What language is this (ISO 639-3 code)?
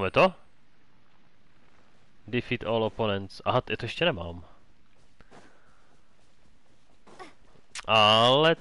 ces